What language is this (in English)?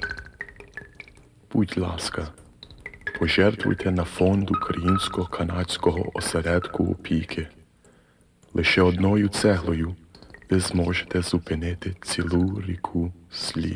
Ukrainian